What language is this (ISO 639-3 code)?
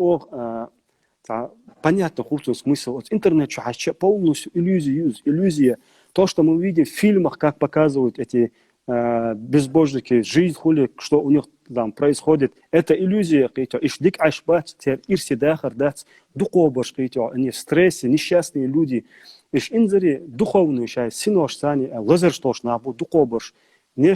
che